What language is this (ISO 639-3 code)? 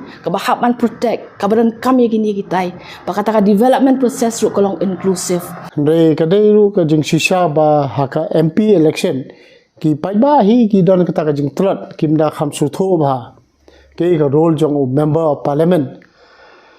kha